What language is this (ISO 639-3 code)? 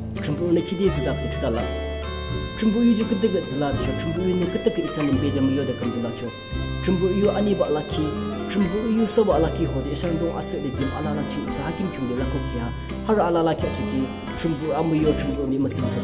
yim